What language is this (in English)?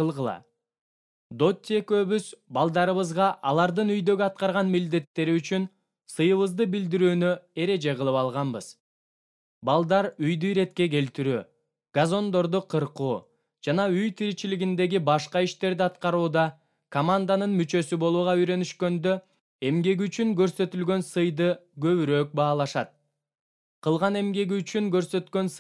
Kyrgyz